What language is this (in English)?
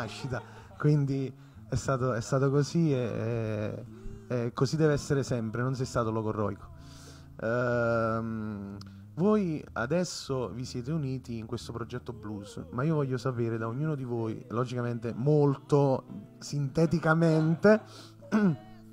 Italian